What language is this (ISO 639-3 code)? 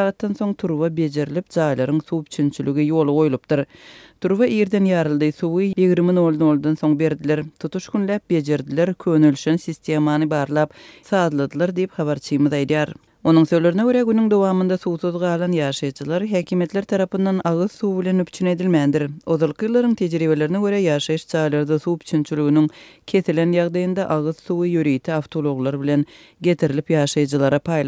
tuk